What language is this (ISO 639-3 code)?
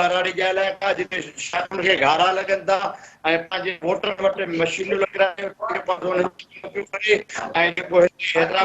snd